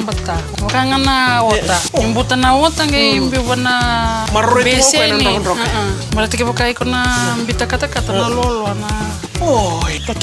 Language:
Fijian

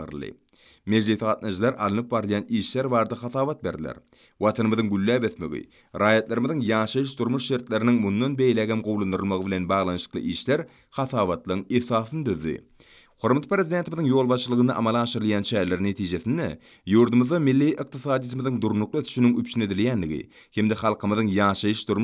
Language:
Turkmen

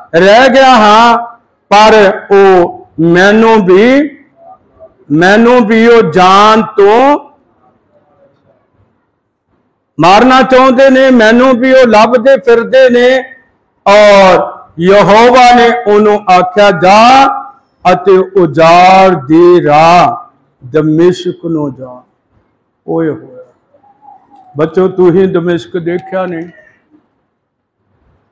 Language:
Punjabi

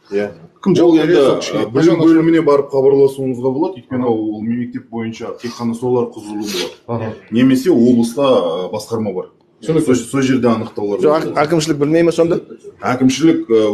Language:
Kazakh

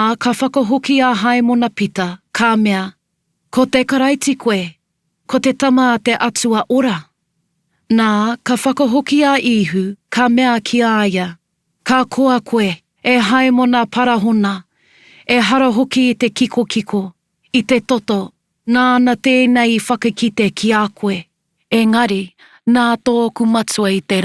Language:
Māori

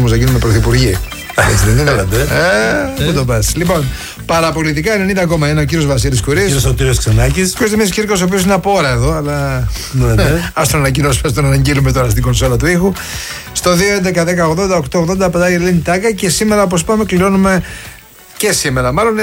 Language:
Greek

